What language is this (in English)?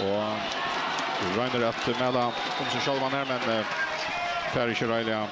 Faroese